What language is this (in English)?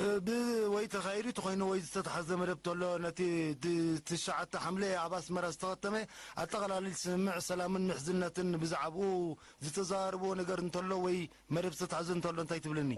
Tigrinya